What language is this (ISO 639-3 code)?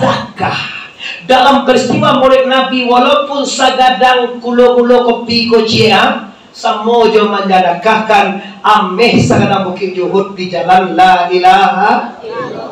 min